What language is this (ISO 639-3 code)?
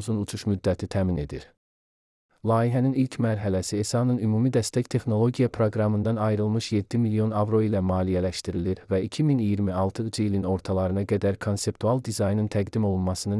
aze